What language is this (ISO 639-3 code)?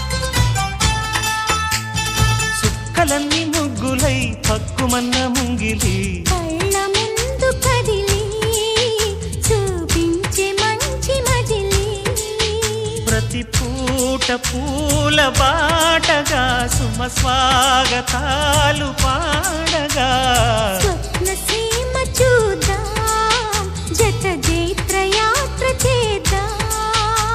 tel